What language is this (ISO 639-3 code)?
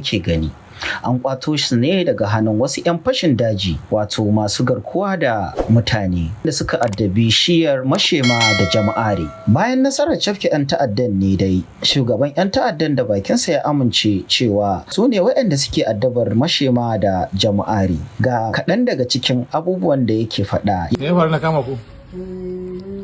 hau